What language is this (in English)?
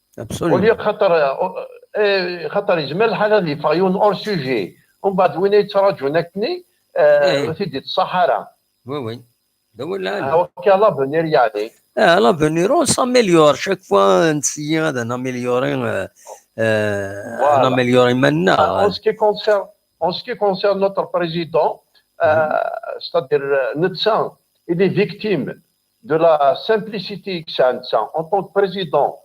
Kabyle